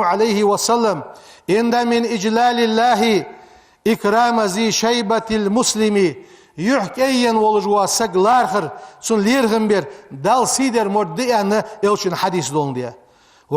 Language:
Ingush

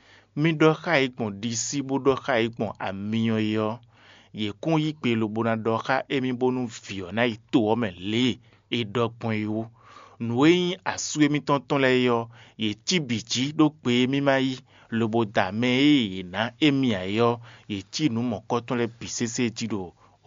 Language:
Fon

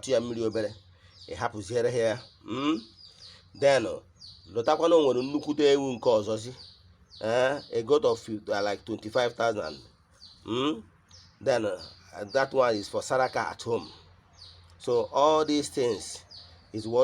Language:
Igbo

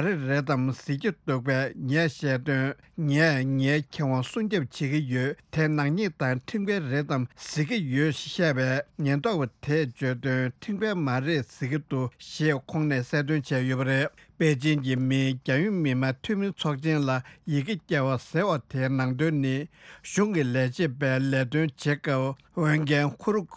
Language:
Tibetan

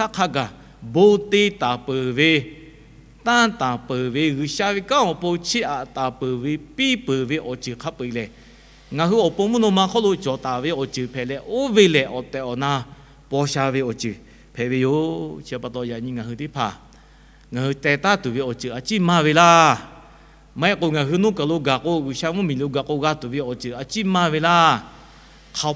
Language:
Lahu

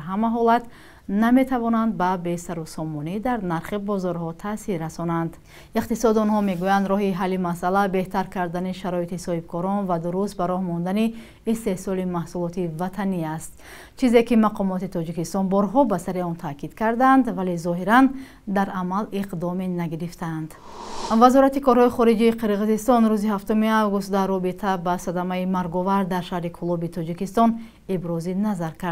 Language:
Tajik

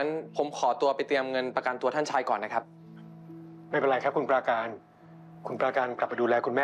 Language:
Thai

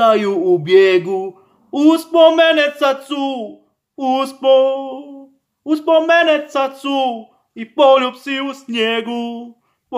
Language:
Croatian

